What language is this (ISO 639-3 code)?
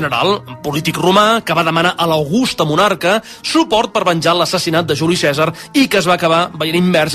cat